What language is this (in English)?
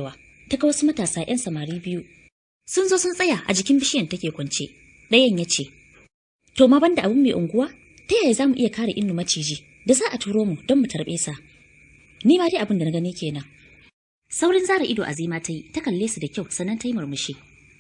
Hausa